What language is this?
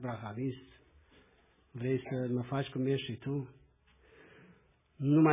Romanian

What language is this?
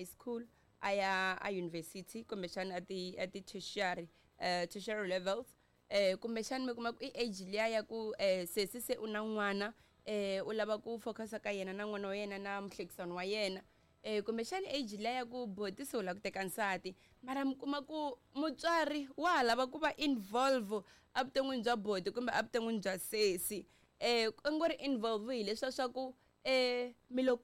Tsonga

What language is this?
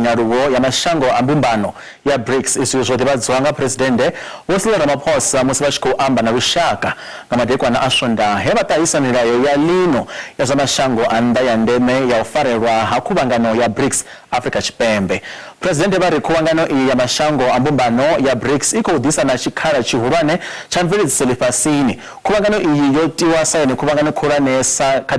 Venda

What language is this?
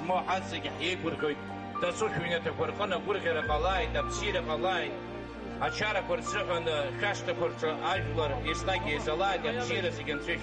Abkhazian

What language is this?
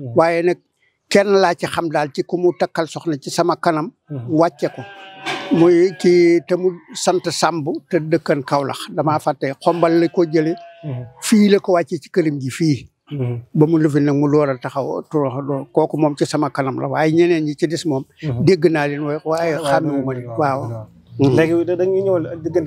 Wolof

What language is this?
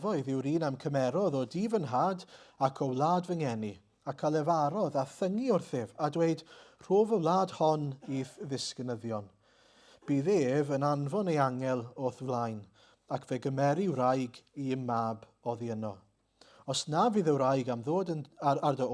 Welsh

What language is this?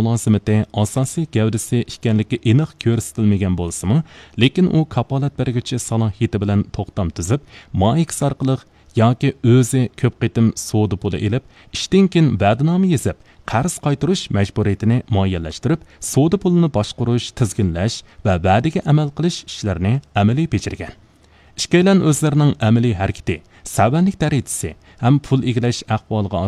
Uyghur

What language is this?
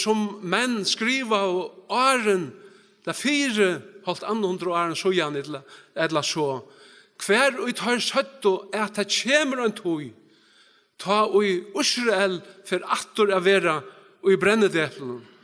Faroese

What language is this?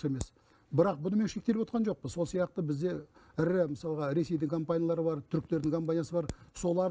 Kazakh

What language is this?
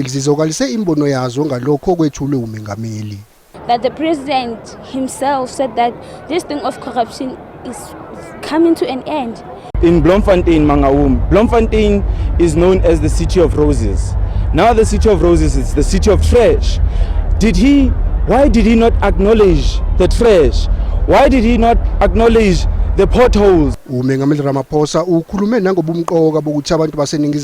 Zulu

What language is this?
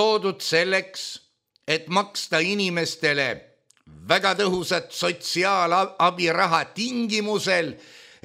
Estonian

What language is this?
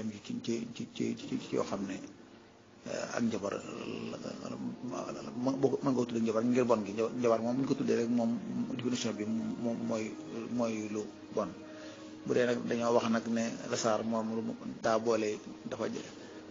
Wolof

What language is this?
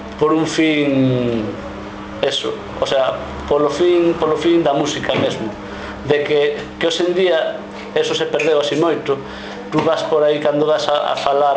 Galician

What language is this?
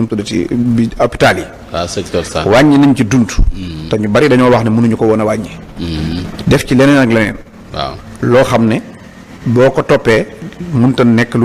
Wolof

